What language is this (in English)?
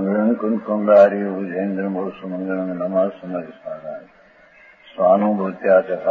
Gujarati